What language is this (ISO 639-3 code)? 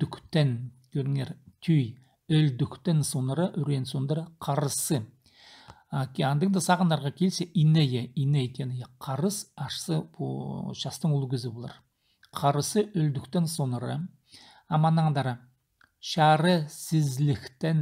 kjh